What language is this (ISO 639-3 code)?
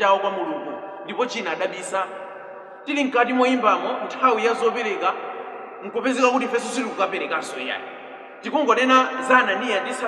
nya